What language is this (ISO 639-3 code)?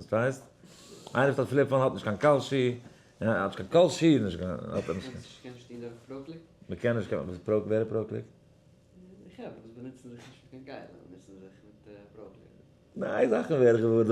yid